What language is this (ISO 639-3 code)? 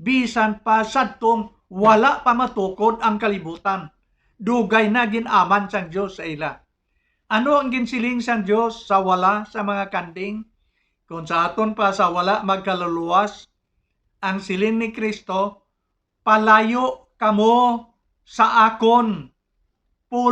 hil